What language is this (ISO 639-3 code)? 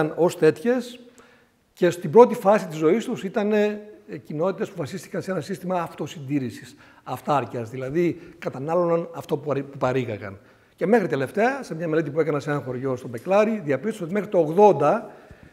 ell